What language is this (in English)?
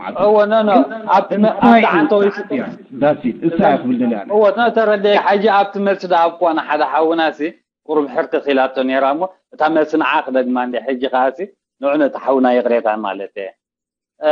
Tigrinya